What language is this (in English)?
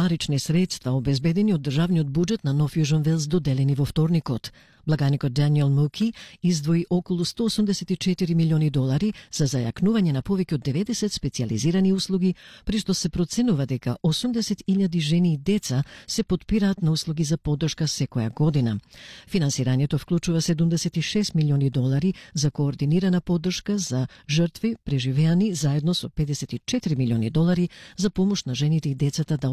Macedonian